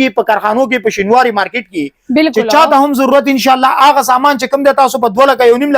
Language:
Pashto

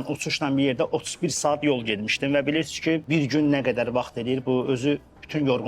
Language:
Azerbaijani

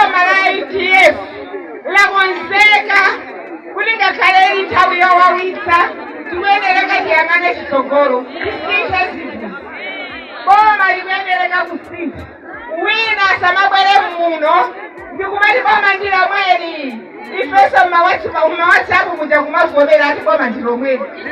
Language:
Nyanja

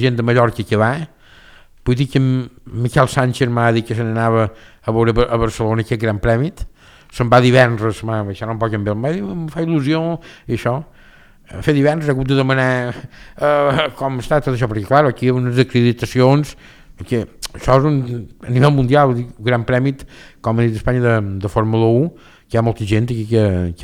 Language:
Catalan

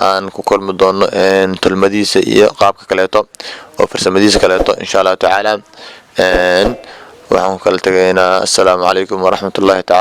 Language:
Somali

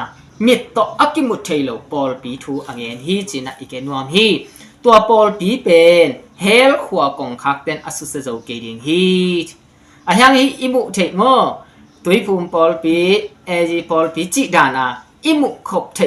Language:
Tedim Chin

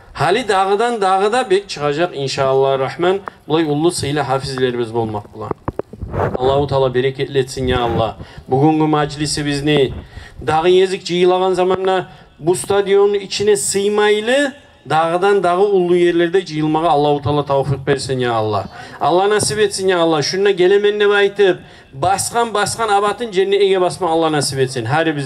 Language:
Kumyk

